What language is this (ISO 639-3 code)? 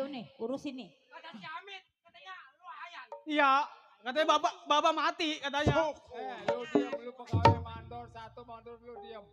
bew